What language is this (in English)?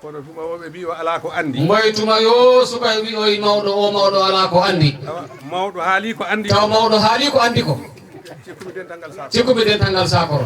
Fula